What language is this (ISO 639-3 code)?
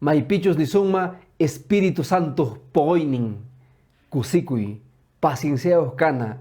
que